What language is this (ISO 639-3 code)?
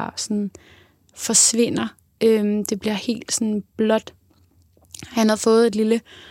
dan